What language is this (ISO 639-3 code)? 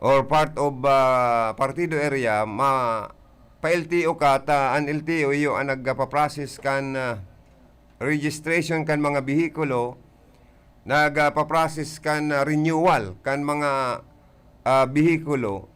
bik